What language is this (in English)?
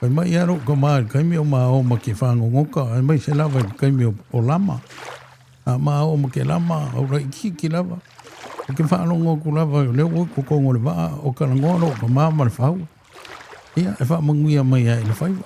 Samoan